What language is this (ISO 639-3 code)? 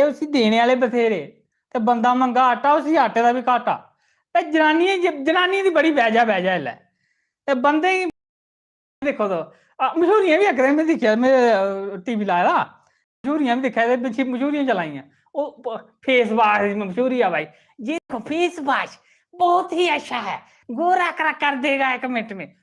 doi